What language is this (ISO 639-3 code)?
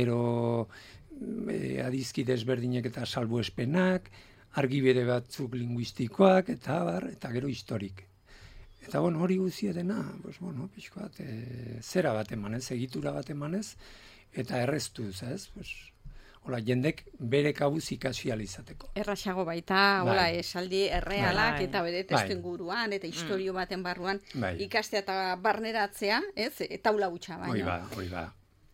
eus